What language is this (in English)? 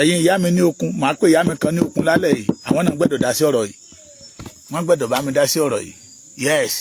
Yoruba